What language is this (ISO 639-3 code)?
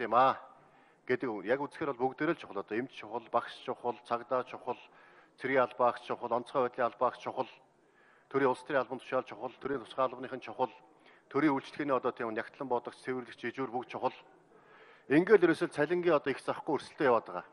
mon